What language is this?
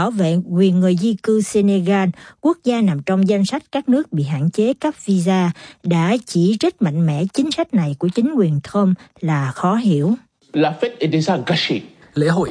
Vietnamese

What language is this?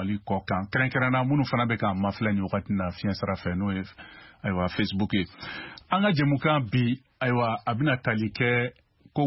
Bambara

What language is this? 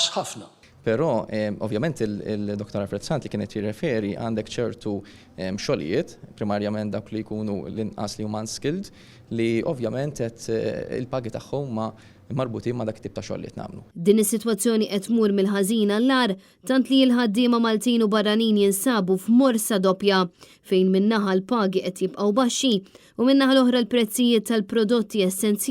Maltese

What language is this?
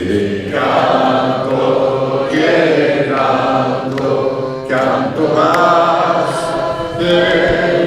Occitan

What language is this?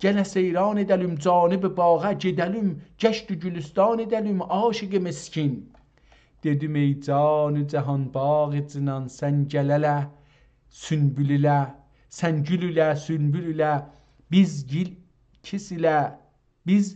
South Azerbaijani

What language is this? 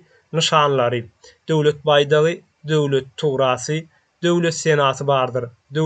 Turkmen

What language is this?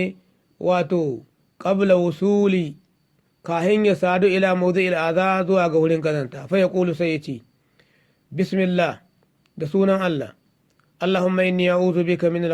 Hausa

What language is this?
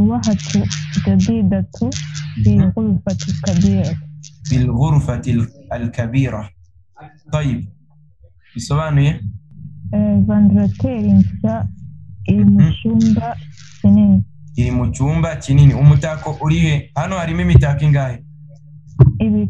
Kinyarwanda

